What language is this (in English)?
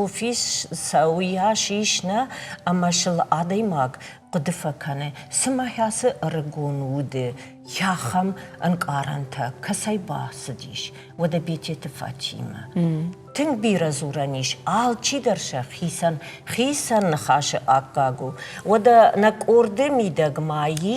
Ossetic